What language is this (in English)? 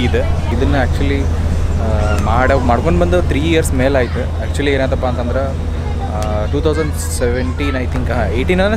Kannada